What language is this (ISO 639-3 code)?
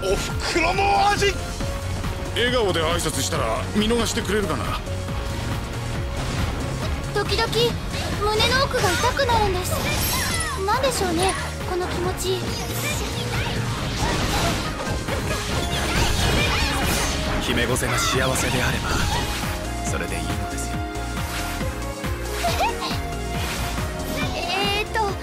jpn